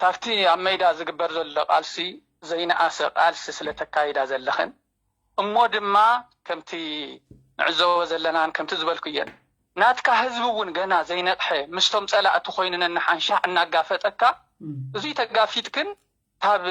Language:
Tigrinya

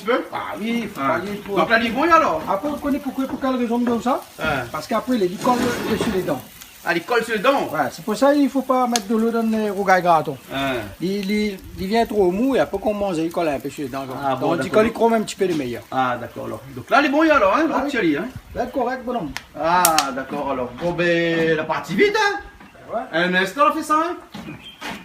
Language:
Réunion Creole French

